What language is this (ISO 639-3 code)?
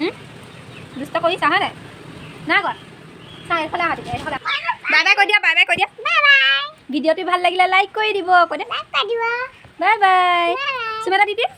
asm